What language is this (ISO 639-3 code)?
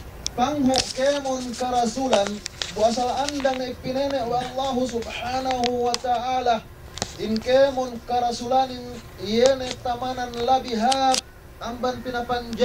yka